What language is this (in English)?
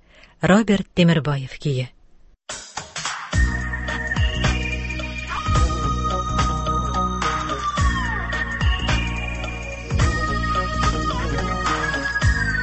Tatar